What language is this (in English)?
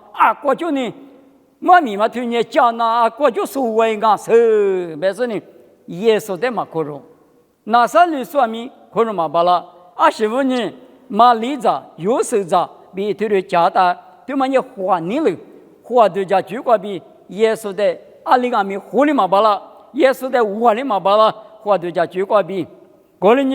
Lisu